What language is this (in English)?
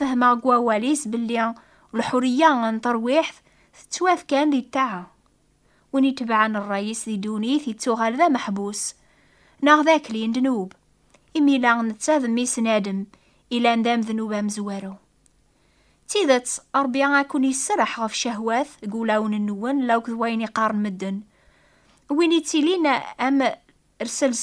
Kabyle